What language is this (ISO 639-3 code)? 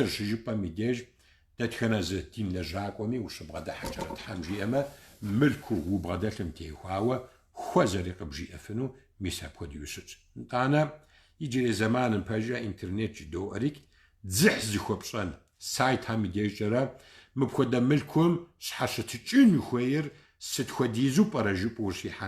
kbd